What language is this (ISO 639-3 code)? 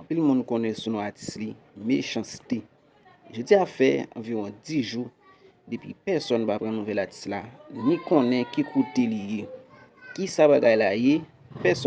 hat